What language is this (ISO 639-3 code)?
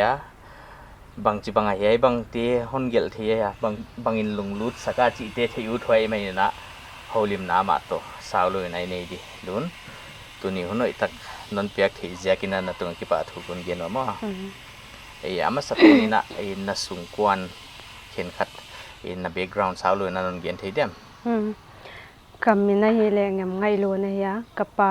pck